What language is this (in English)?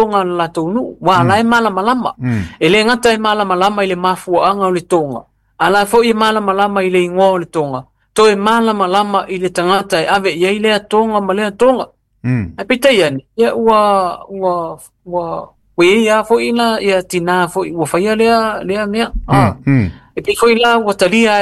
Samoan